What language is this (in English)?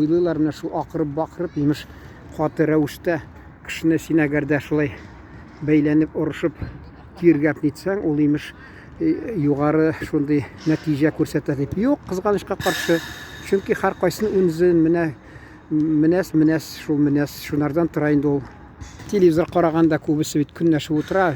Tatar